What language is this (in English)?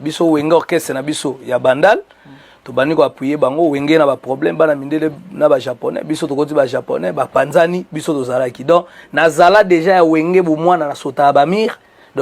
Lingala